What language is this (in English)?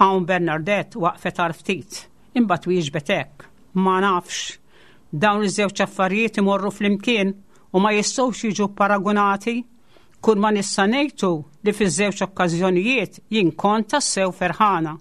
Maltese